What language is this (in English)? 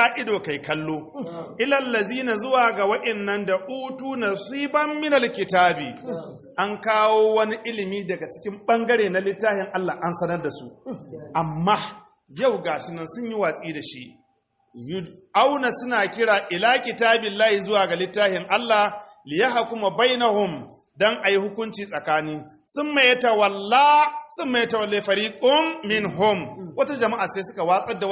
Hausa